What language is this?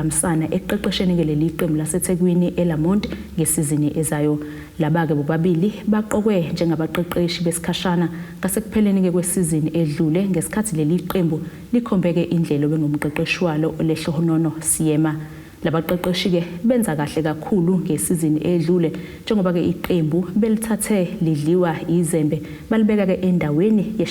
Zulu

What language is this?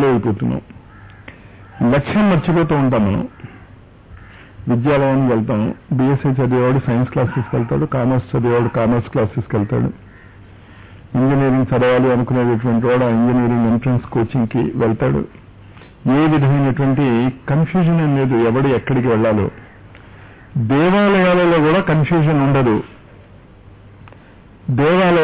Telugu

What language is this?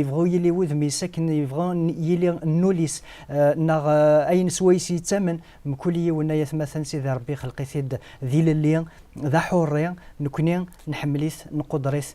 Kabyle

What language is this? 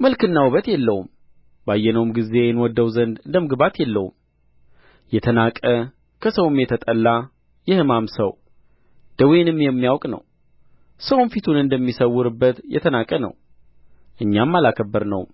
Amharic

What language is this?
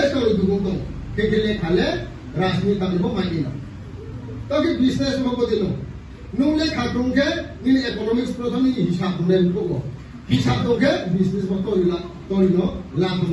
Riang (India)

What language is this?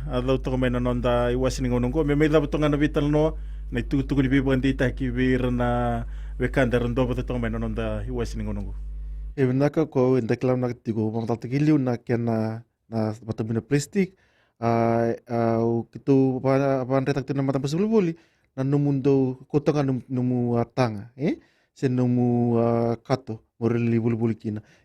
Fijian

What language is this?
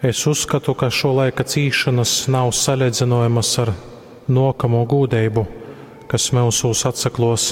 Latgalian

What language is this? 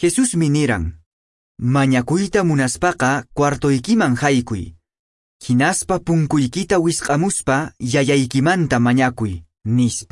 Quechua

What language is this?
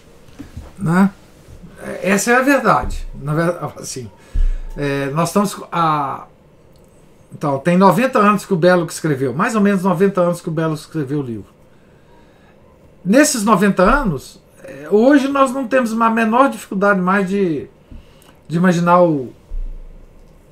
Portuguese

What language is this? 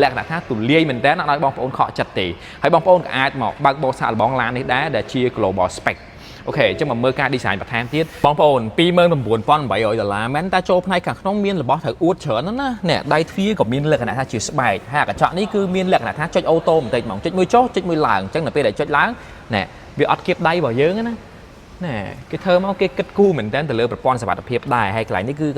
Khmer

